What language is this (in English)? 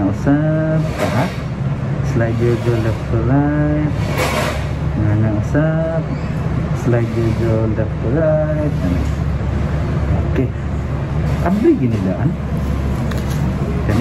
Cebuano